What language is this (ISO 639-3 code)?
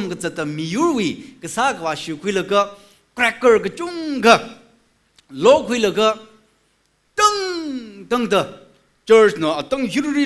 nmf